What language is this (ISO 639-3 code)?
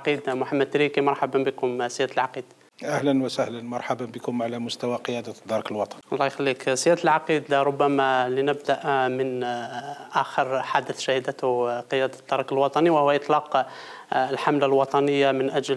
ara